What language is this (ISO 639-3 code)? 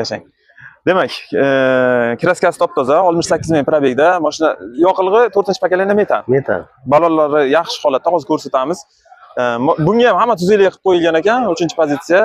uzb